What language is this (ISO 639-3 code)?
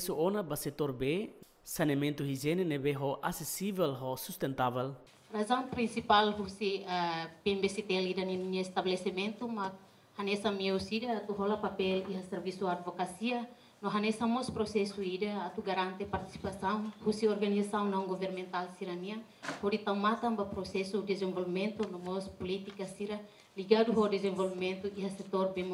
tet